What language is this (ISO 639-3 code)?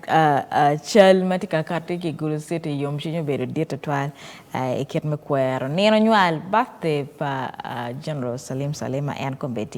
ach